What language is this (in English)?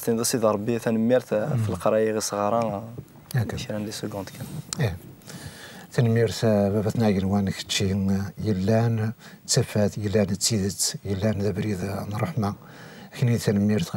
Kabyle